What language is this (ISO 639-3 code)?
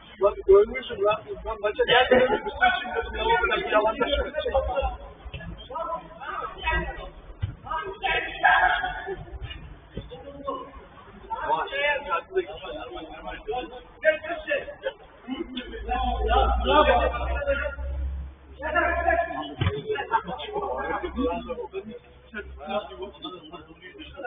tur